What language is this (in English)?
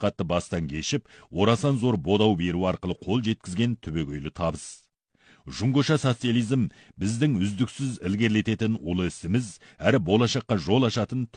Kazakh